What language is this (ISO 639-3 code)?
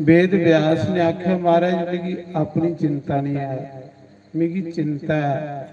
doi